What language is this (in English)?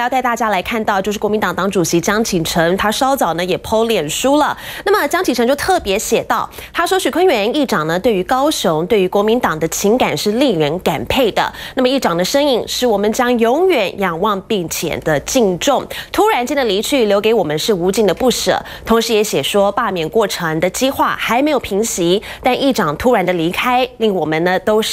Chinese